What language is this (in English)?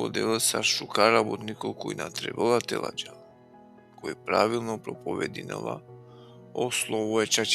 Balkan Romani